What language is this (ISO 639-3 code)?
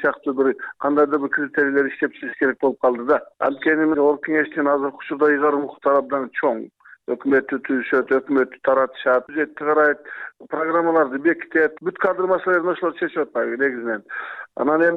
kir